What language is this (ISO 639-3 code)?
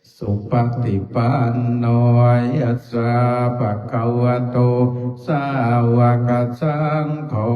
pli